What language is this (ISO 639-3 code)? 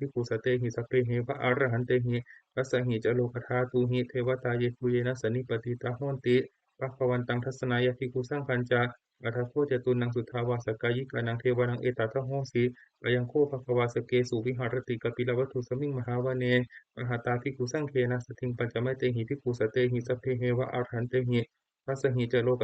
pli